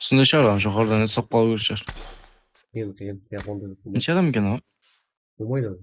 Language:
Kara-Kalpak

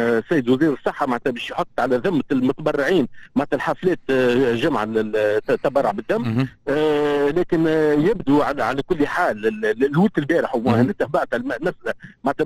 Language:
Tunisian Arabic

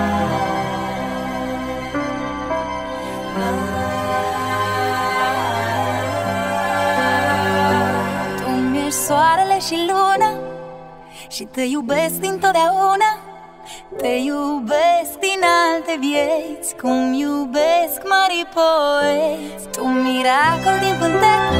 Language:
Romanian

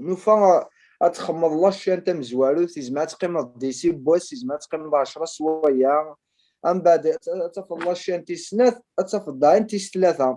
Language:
Kabyle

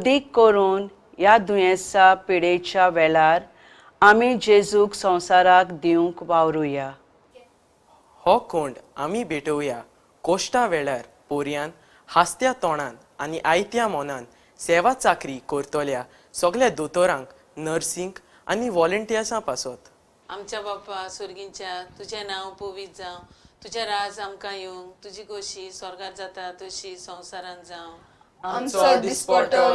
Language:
Konkani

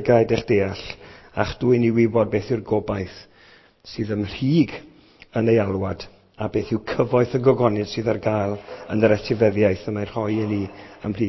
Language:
Welsh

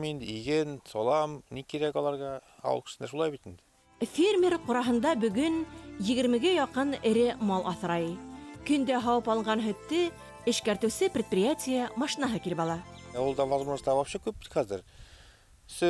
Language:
Bashkir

